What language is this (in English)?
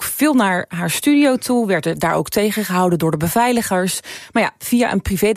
Dutch